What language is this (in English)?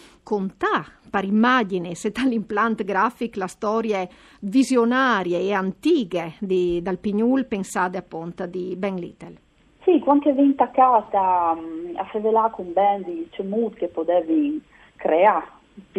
Friulian